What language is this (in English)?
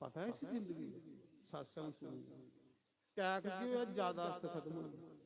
Dogri